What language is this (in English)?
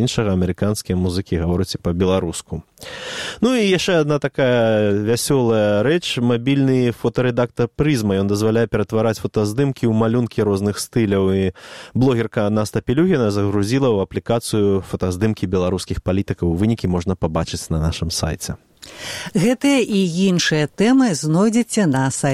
Belarusian